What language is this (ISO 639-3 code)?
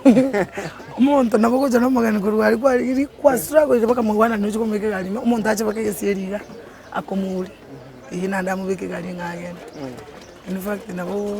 guz